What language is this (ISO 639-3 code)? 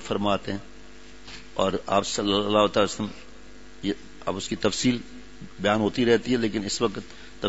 urd